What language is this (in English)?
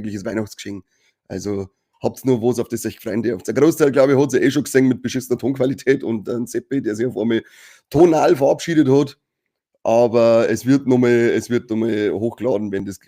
Bavarian